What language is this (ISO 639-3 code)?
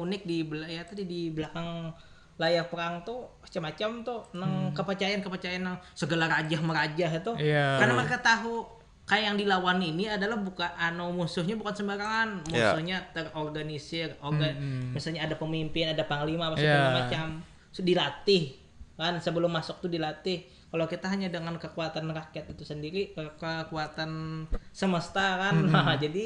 bjn